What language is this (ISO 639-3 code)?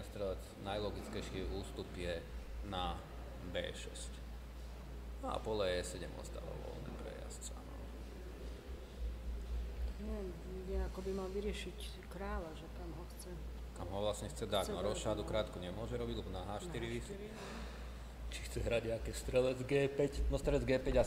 slk